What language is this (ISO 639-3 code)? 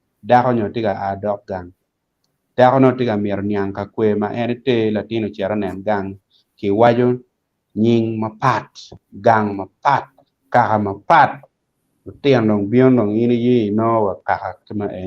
ach